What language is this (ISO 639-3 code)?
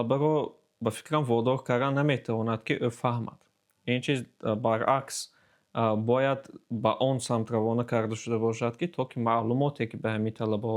tgk